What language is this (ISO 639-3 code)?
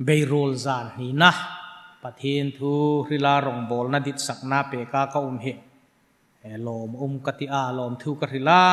hmr